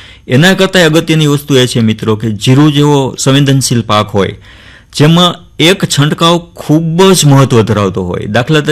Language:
Gujarati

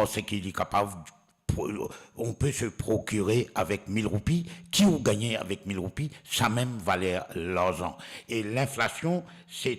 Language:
Morisyen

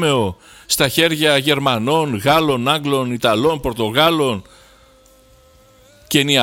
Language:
Greek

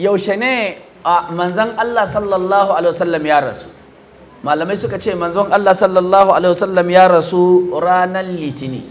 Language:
Hausa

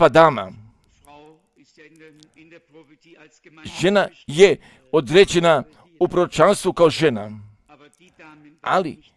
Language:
Croatian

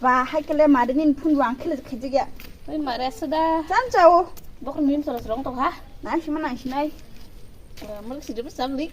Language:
Kok Borok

